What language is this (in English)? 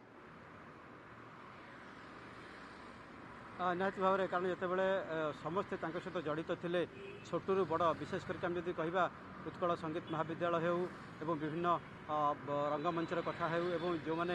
Odia